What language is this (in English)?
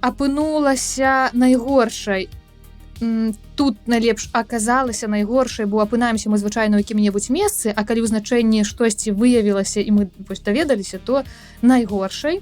Belarusian